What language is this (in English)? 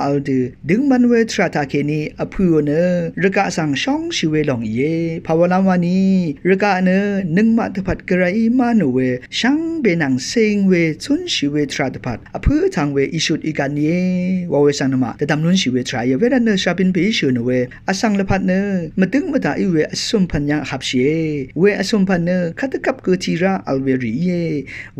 Rawang